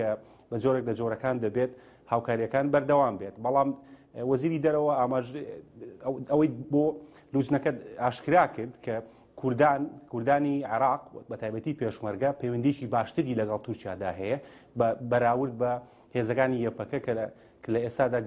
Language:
Central Kurdish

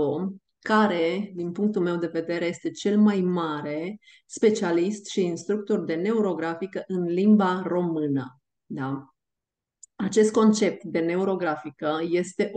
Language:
Romanian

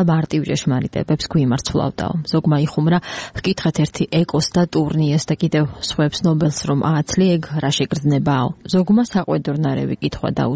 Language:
Georgian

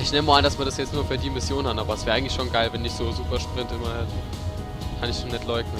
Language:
Palatine German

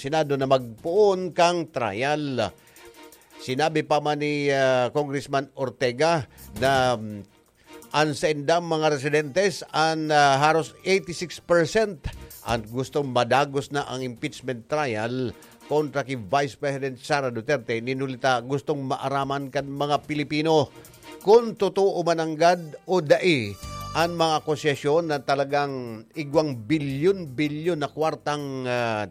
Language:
Bikol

